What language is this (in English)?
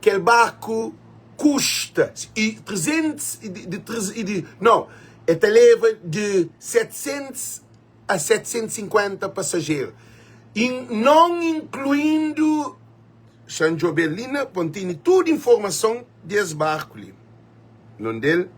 Kabuverdianu